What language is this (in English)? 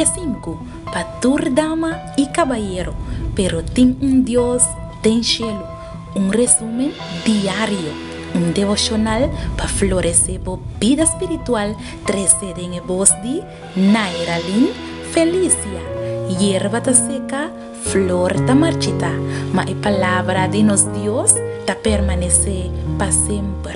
Papiamento